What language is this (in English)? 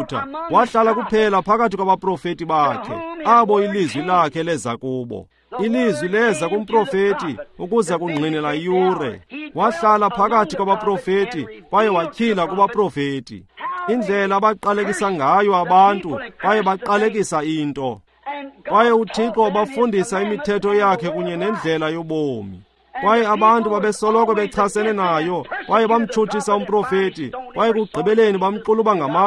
Xhosa